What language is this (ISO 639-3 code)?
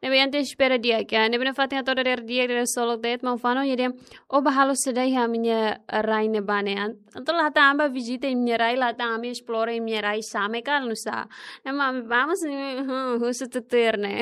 tet